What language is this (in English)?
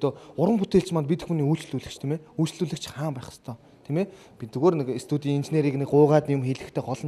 Mongolian